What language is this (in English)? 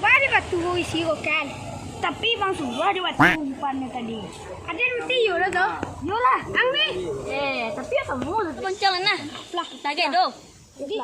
Minangkabau